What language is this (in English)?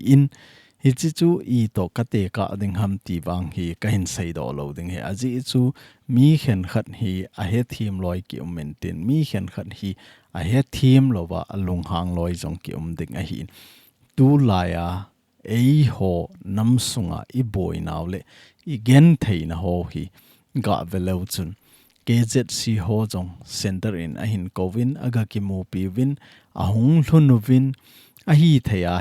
Thado Chin